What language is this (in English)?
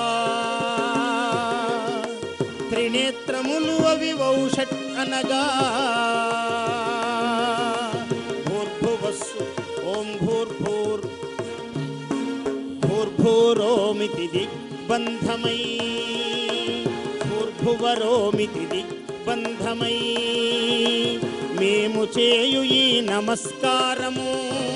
Telugu